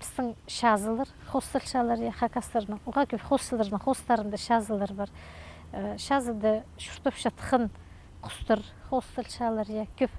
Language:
Khakas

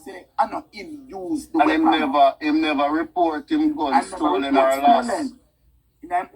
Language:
Jamaican Creole English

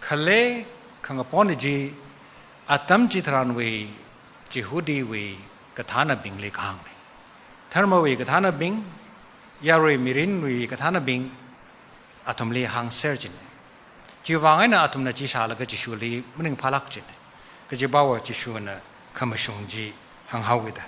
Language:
Tangkhul Naga (India)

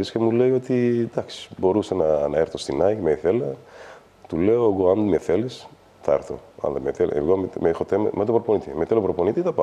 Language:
Greek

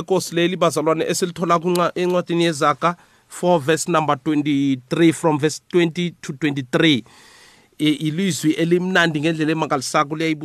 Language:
South Ndebele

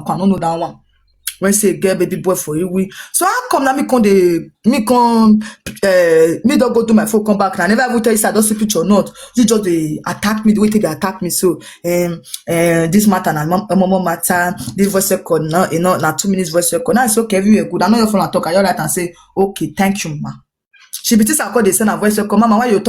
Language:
Nigerian Pidgin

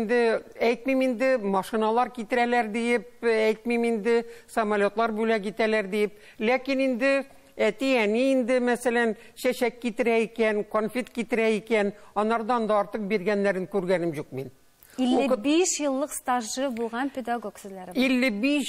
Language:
Tatar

